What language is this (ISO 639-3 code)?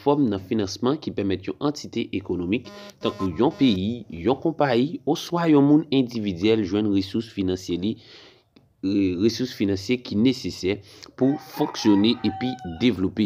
hat